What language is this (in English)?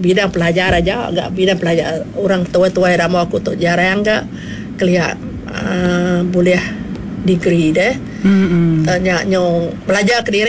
Iban